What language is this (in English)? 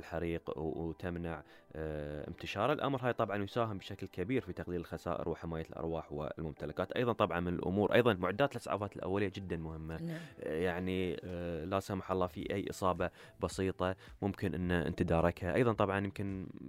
Gulf Arabic